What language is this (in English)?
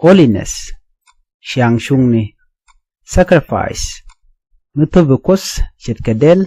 Nuer